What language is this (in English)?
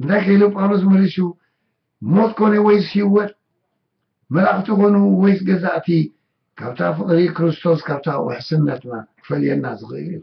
Tigrinya